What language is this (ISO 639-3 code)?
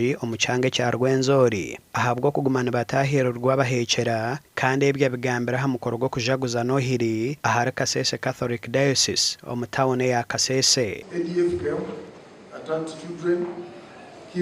nyn